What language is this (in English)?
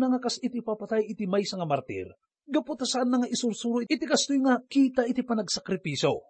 Iloko